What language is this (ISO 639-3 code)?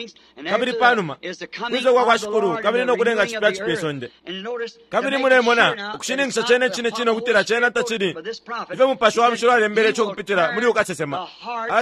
bem